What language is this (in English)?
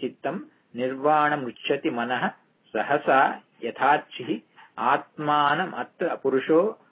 Kannada